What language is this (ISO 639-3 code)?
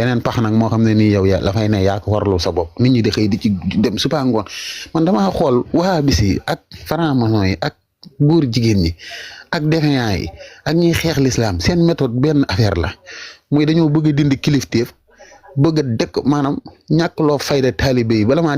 wol